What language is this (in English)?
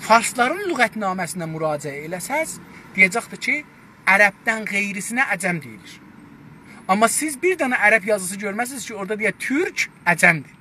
South Azerbaijani